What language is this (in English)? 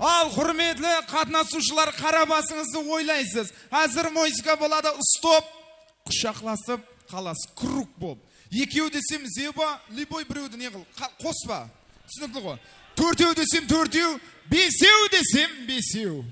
Kara-Kalpak